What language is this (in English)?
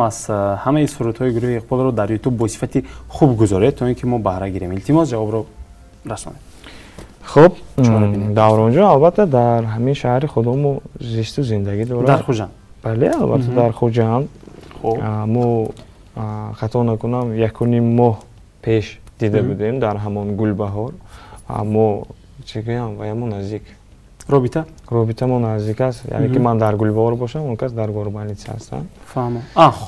Tajik